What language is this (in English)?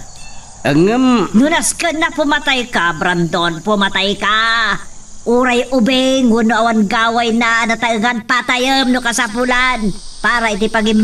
Iloko